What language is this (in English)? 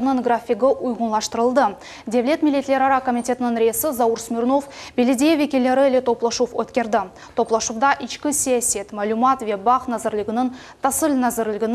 Crimean Tatar